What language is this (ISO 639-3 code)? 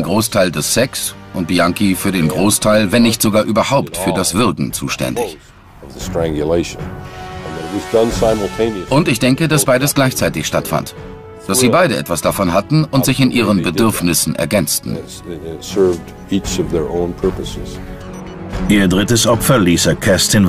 deu